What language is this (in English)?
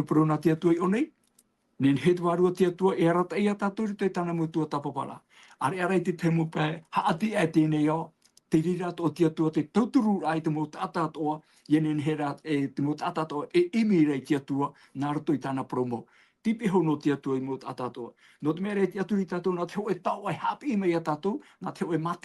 Tahitian